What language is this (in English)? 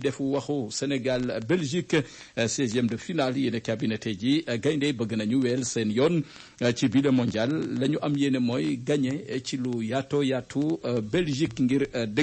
Wolof